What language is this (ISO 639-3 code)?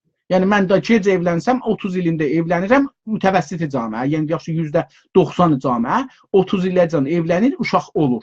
azb